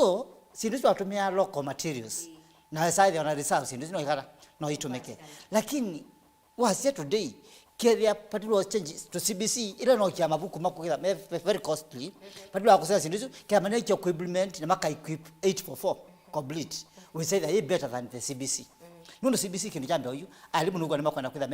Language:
Kamba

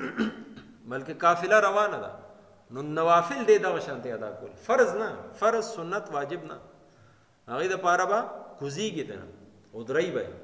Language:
Pashto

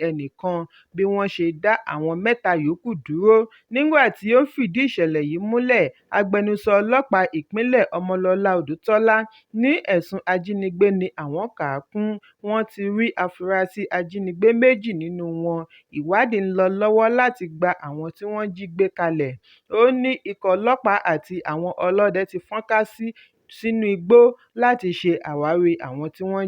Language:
Yoruba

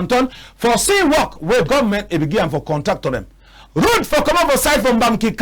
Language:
Cameroon Pidgin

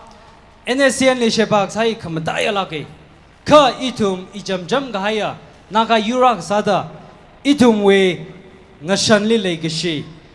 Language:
Tangkhul Naga (India)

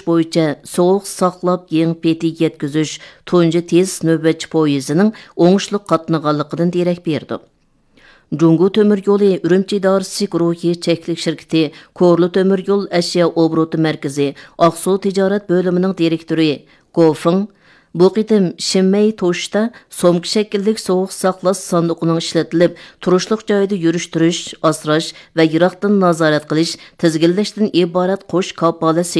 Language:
Uyghur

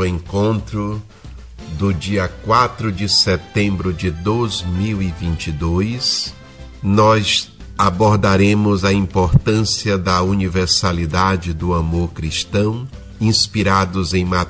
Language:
Portuguese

